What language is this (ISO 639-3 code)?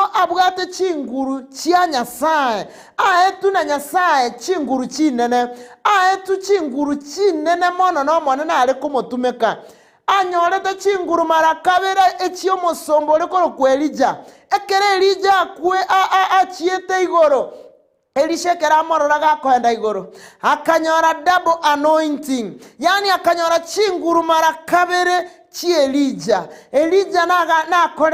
guz